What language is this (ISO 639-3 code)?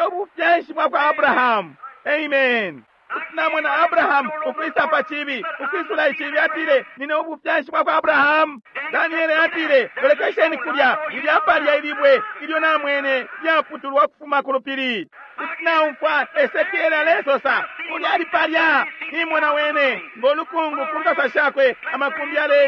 bem